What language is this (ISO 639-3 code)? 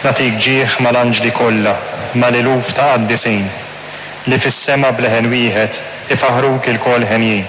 mlt